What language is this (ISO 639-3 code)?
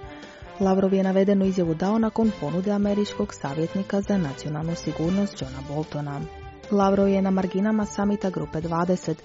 hrv